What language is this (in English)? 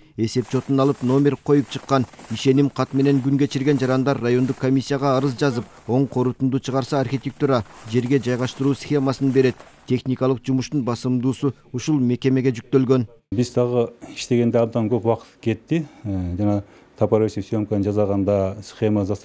Kyrgyz